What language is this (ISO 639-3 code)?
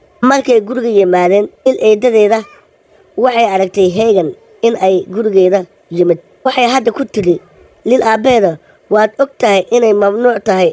som